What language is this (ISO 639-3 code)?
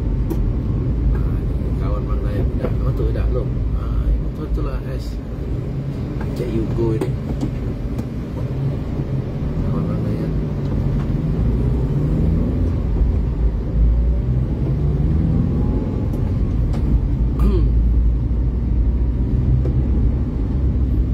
msa